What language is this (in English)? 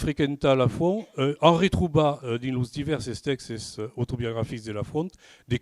Occitan